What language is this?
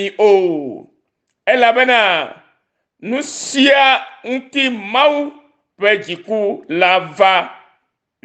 Ewe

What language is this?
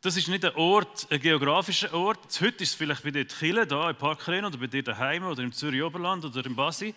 Swiss German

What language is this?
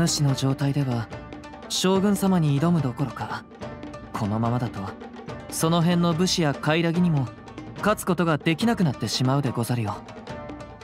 Japanese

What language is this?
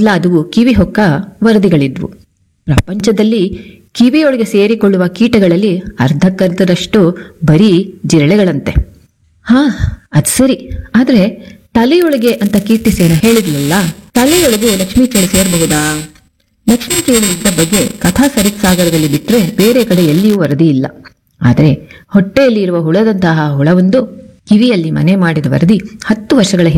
Kannada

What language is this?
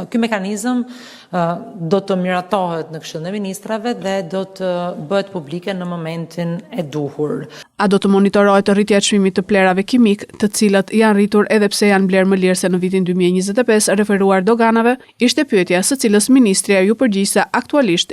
Albanian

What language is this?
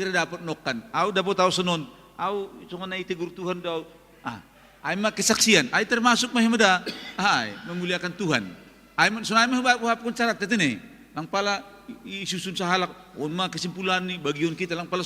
Batak Simalungun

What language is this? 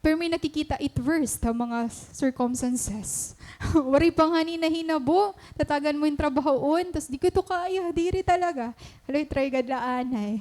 Waray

